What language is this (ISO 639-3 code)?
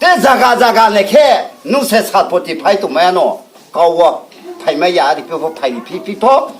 ria